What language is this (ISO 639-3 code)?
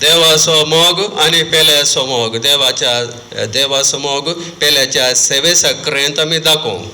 kok